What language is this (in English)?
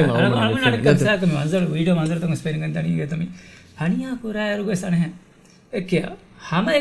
Divehi